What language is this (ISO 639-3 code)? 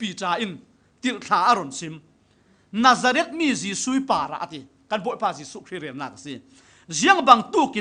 cfm